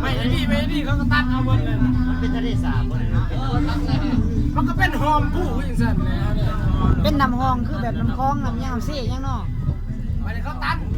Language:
Lao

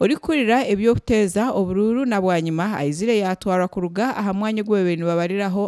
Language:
Nyankole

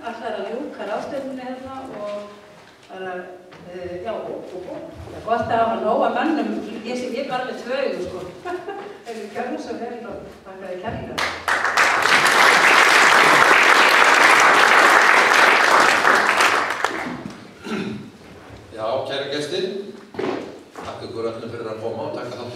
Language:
Icelandic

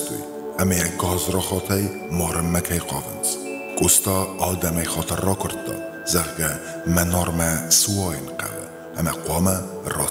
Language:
Ossetic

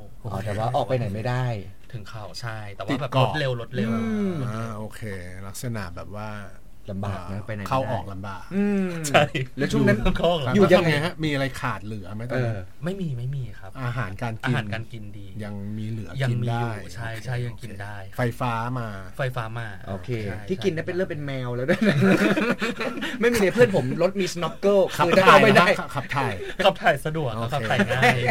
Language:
Thai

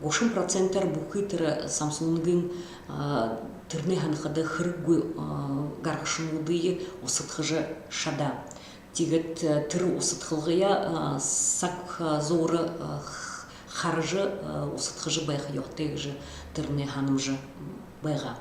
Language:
Buriat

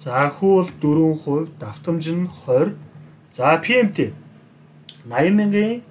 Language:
Mongolian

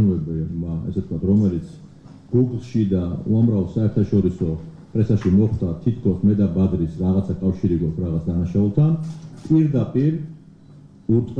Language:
Georgian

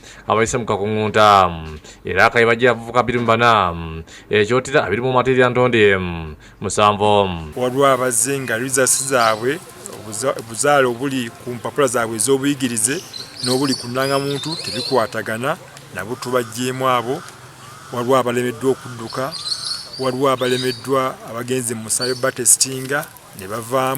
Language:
Ganda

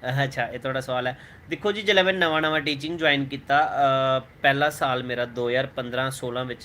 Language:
Dogri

